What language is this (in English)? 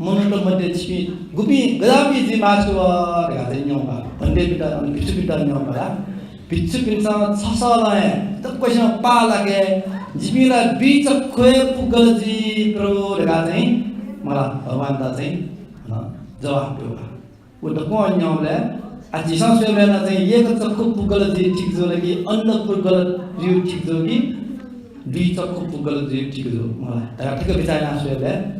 Newari